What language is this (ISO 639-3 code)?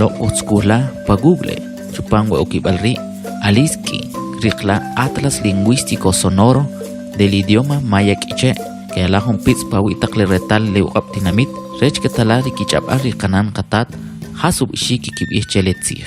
quc